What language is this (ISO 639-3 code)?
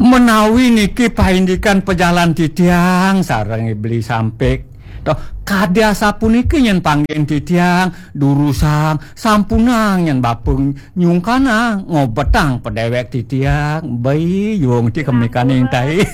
ban